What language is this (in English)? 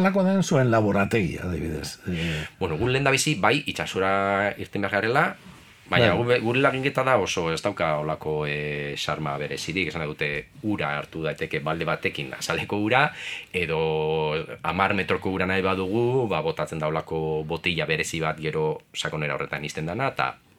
Basque